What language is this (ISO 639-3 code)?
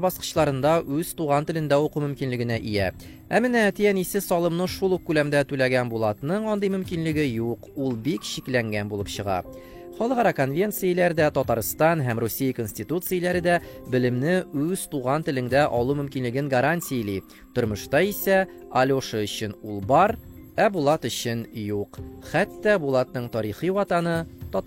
tat